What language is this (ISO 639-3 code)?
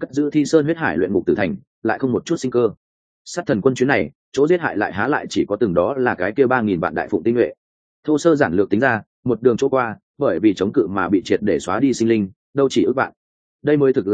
vie